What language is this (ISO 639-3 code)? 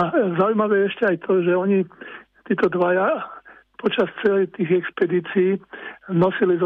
slk